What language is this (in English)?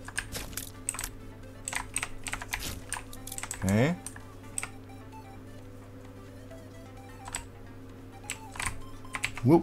German